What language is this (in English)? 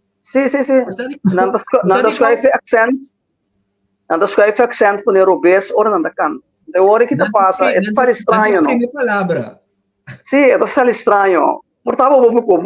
Papiamento